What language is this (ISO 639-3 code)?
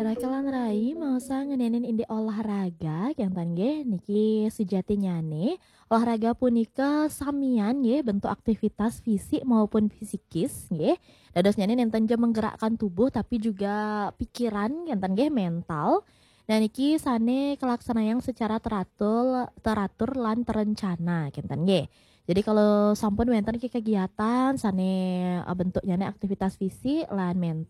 ban